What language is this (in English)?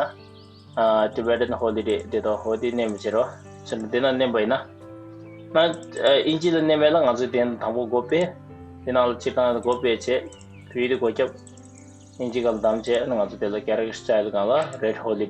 Tibetan